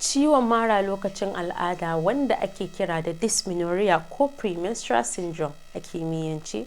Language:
Hausa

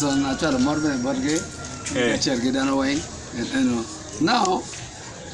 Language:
Acoli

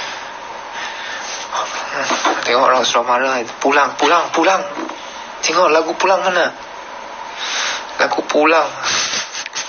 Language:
Malay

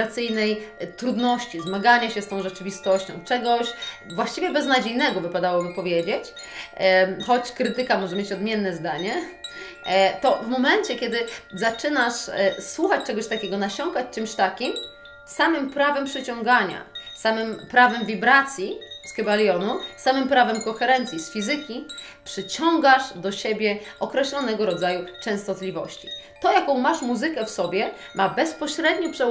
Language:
Polish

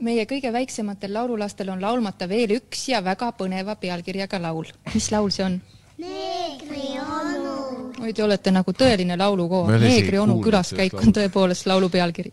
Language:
Estonian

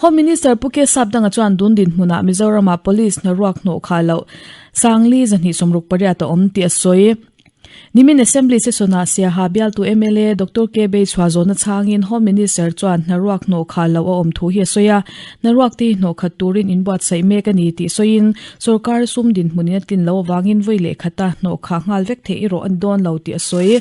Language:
Mizo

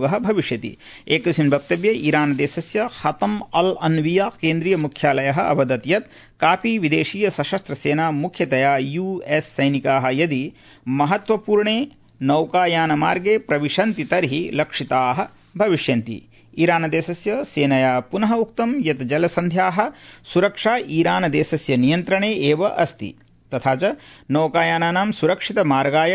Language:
Sanskrit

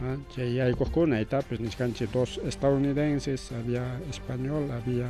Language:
Ayacucho Quechua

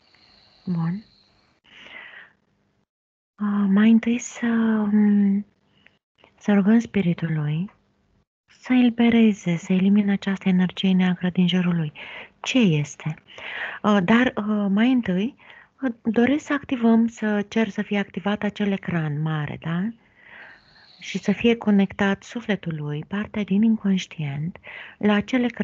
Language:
Romanian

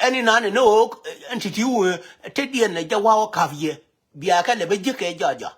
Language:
Nuer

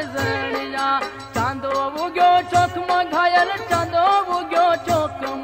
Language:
Gujarati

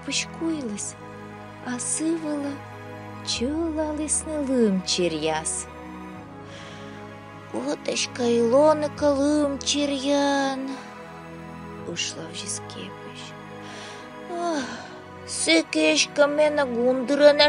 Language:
Komi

